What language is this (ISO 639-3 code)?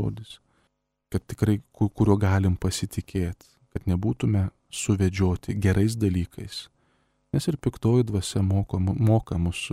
lit